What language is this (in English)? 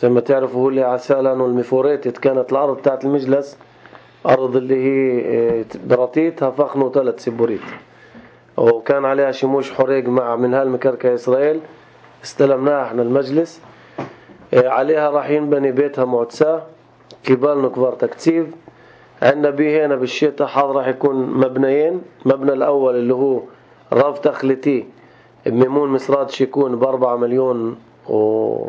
North Levantine Arabic